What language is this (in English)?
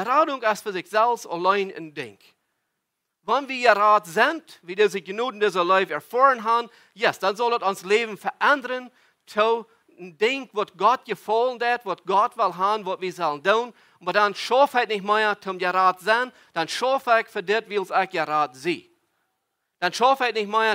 Plautdietsch